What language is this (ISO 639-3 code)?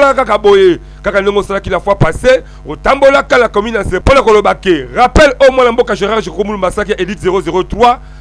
lin